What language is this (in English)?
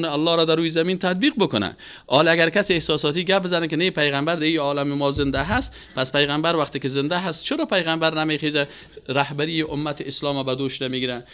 Persian